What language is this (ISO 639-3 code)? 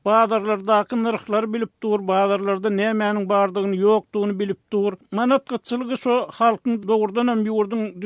tuk